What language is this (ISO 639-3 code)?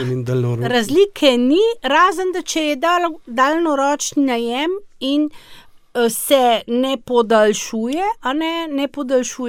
slv